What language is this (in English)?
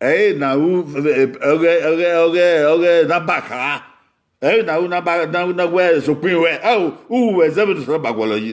Bini